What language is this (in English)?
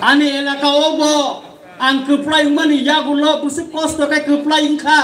Kok Borok